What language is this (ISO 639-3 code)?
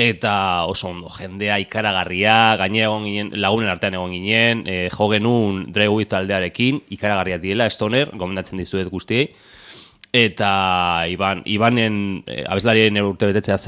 eus